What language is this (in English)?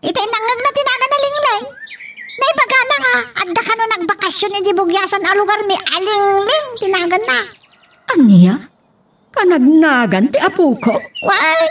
Iloko